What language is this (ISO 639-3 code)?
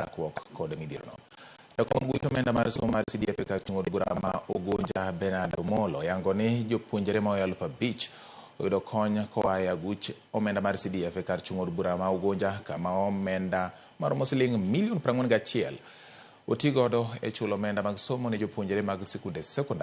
luo